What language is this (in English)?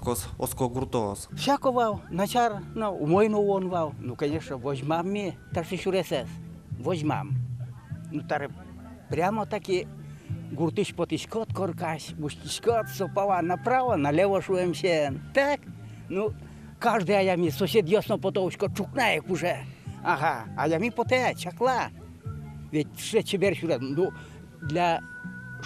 Udmurt